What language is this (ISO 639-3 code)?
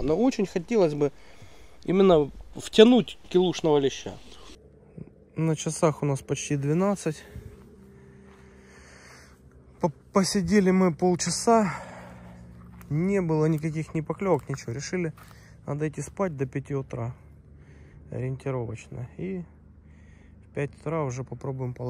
rus